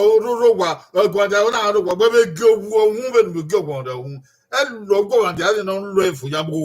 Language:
Bini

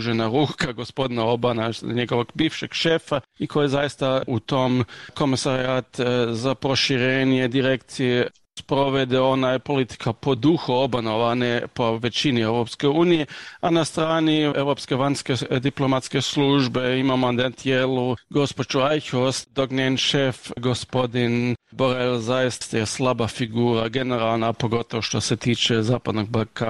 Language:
Croatian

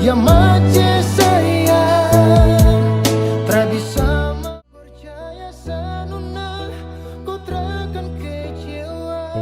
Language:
Ambonese Malay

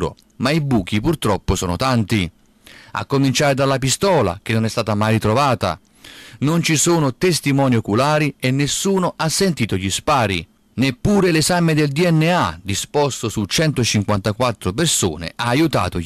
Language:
Italian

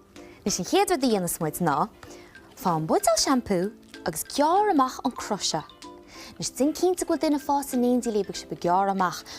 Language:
Irish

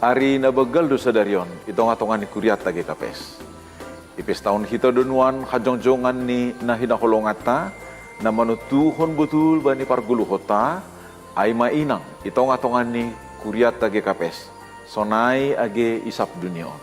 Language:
Batak Simalungun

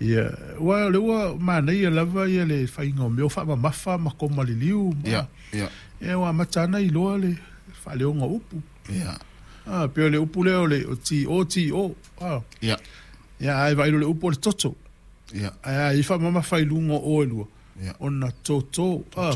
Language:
Samoan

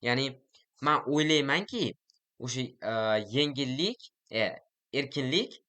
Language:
Uzbek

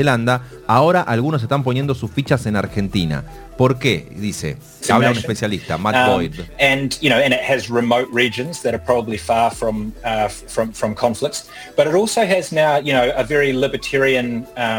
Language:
Spanish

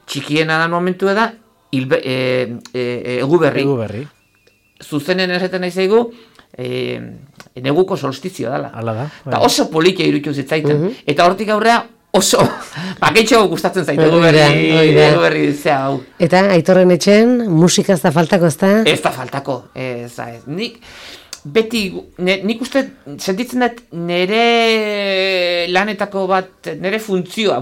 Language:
Basque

